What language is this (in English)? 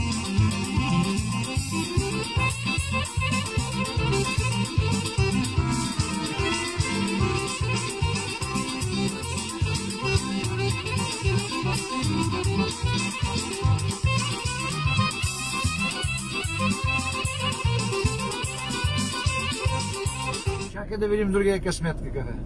Bulgarian